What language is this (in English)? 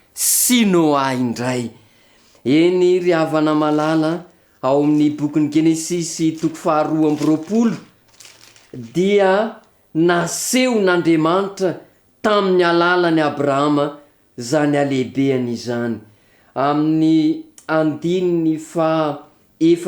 Malagasy